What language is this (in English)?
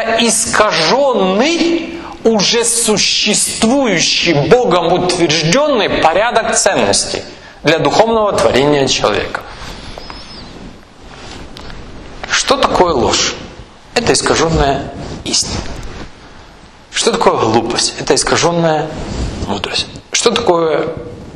Russian